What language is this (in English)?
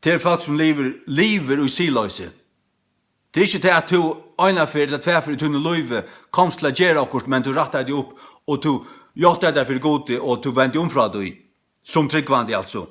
Faroese